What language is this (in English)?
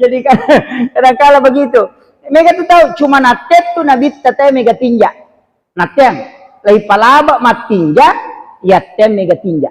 Buginese